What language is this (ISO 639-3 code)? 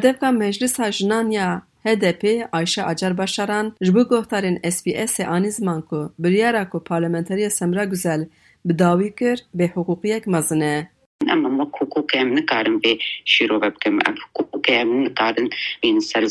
kur